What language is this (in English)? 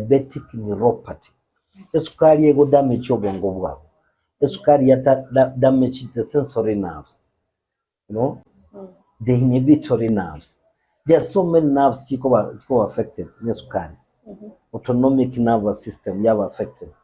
Gusii